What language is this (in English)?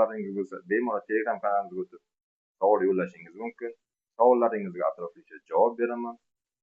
Uzbek